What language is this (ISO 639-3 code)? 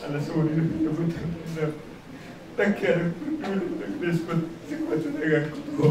bbc